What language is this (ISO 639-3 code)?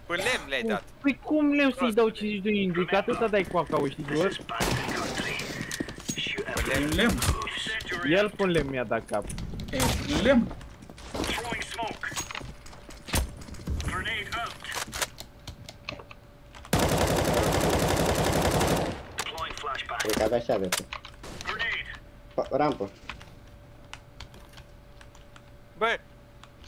ron